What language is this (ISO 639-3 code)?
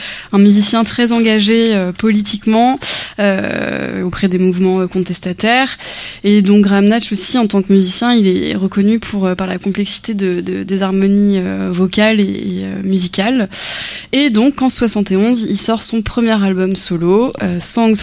fra